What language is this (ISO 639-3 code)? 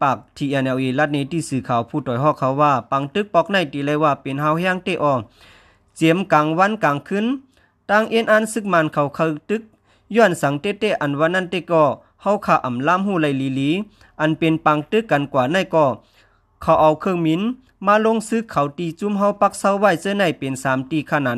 shn